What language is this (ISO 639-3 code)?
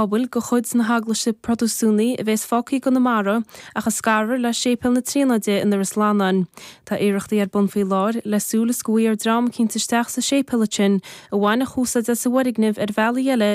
gle